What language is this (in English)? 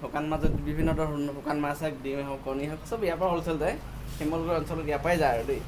Assamese